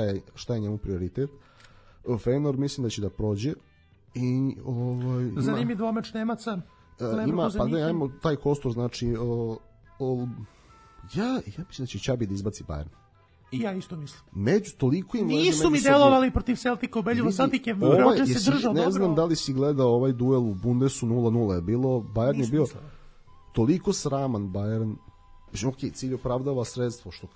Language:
Serbian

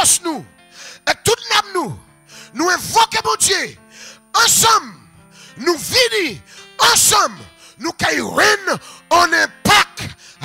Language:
French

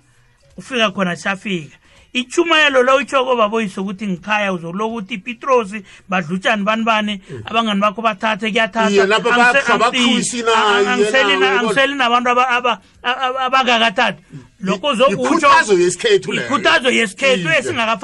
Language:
South Ndebele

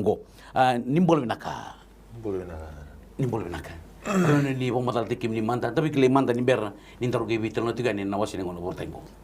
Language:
Fijian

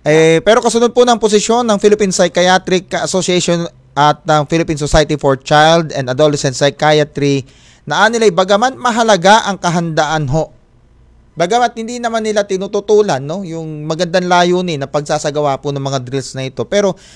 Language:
Filipino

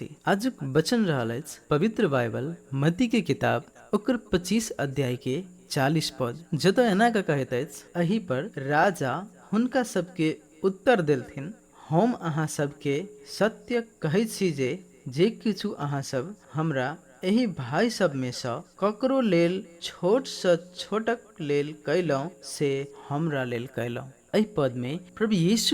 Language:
Maithili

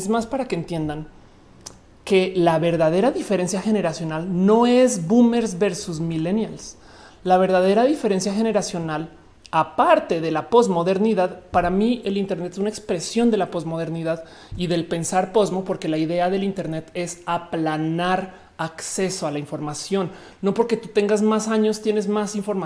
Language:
Spanish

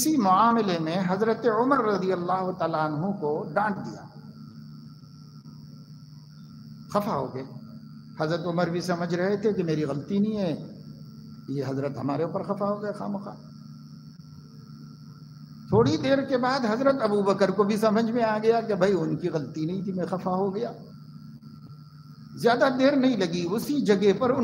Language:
Urdu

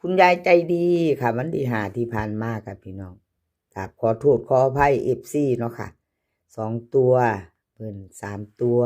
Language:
Lao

